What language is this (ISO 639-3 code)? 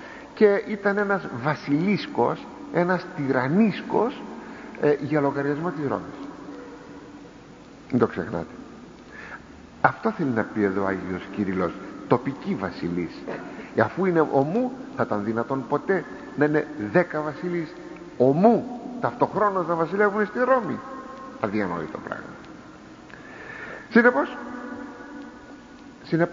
ell